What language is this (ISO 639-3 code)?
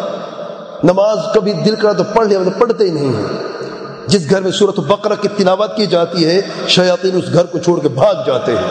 urd